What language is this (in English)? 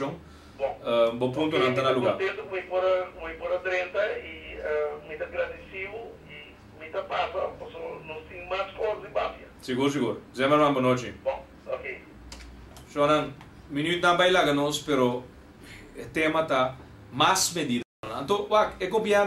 Papiamento